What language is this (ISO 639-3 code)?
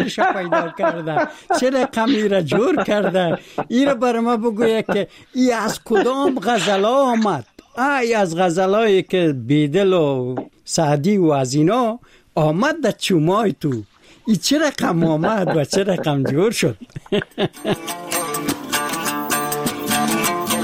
fas